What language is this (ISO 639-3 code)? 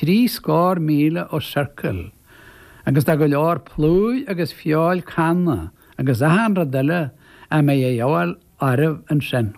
gle